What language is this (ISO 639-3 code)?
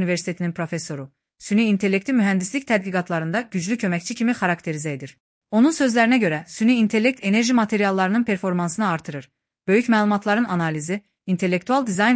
aze